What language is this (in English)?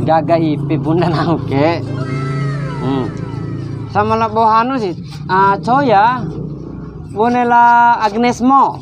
Bima